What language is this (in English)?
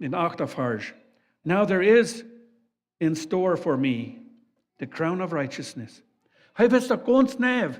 Plautdietsch